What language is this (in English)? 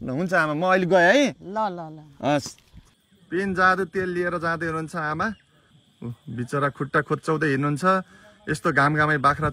Nepali